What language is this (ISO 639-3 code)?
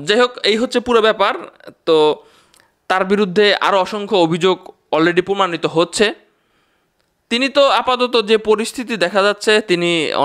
ben